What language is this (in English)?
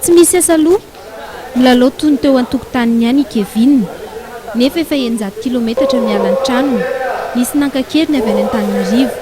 Malagasy